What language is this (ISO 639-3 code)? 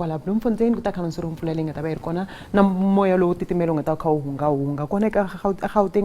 tso